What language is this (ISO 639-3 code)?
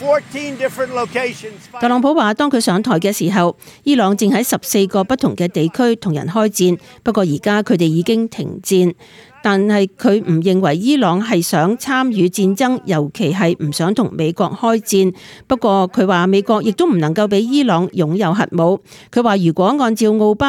yue